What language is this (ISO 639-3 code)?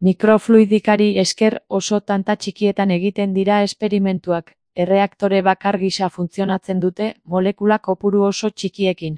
eus